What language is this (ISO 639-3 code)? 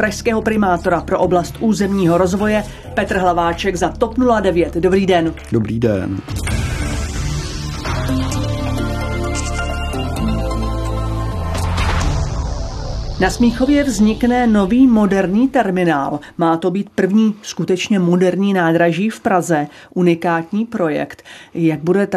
ces